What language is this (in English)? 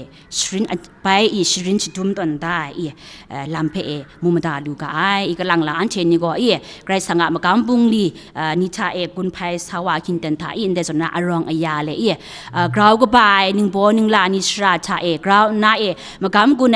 Kachin